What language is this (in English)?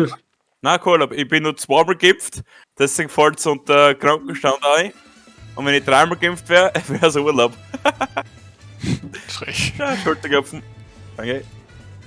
Bavarian